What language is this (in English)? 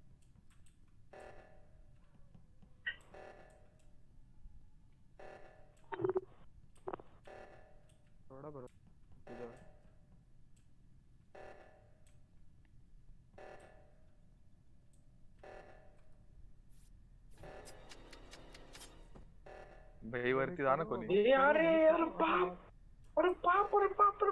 Marathi